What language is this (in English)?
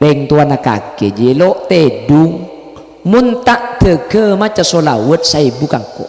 Madurese